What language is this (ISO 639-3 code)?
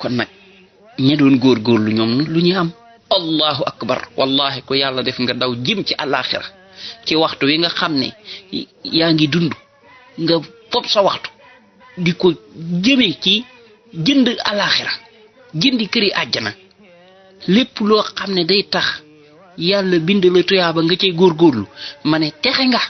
wol